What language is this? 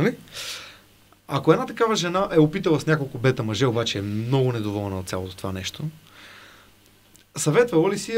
Bulgarian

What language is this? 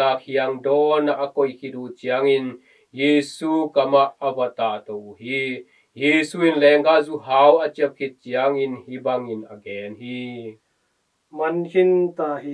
Tedim Chin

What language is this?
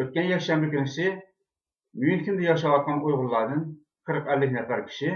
Uyghur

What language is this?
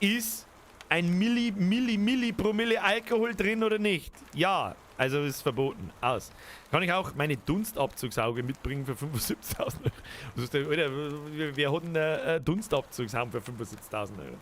Bavarian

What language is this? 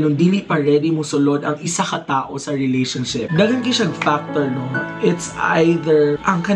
Cebuano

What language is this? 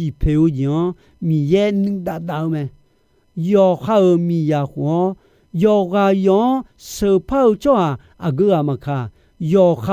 Akha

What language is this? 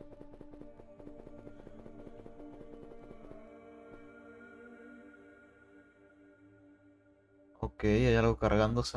Spanish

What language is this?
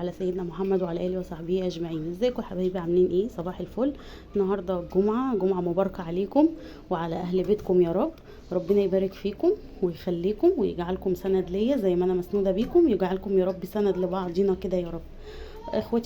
Egyptian Arabic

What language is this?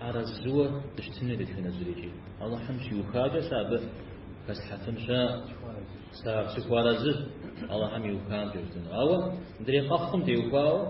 Kabardian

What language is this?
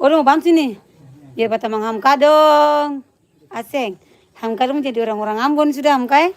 Ambonese Malay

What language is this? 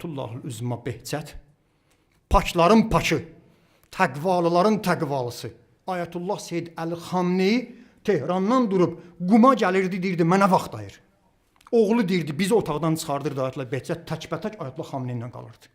Azerbaijani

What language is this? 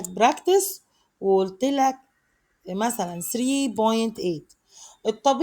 Egyptian Arabic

